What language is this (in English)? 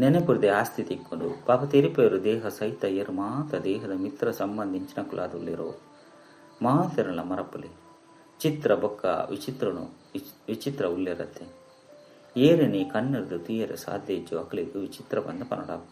Tulu